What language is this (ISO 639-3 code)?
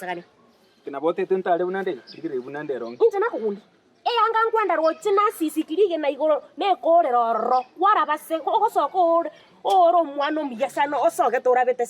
guz